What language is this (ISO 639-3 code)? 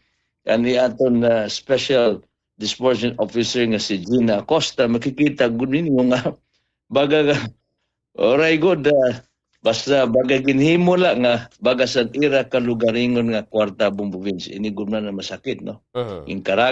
war